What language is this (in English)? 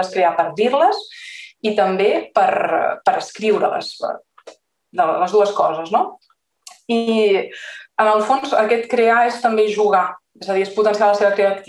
Catalan